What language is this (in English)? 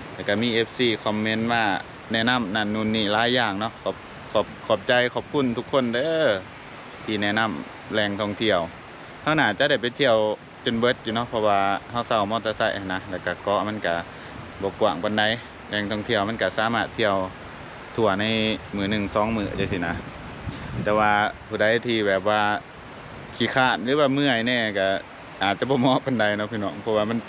Lao